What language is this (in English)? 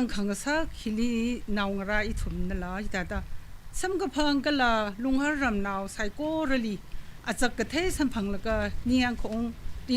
Tangkhul Naga (India)